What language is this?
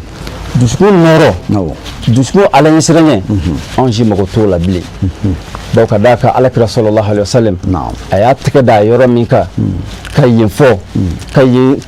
Bambara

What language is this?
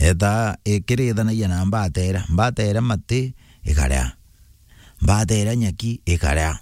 Meru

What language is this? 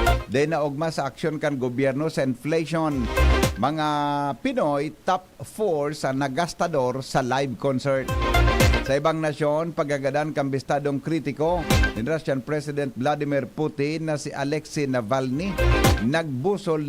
Bikol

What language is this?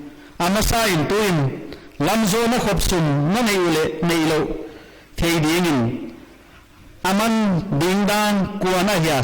Paite Chin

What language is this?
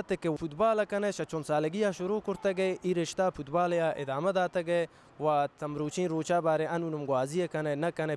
Baluchi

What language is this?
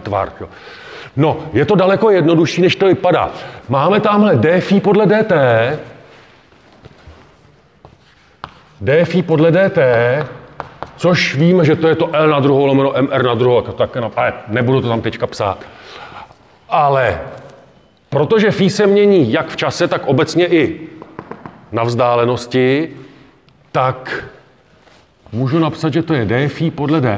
Czech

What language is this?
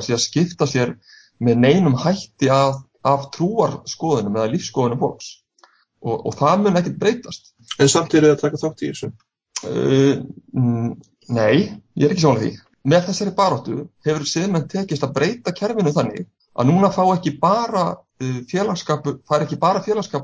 Icelandic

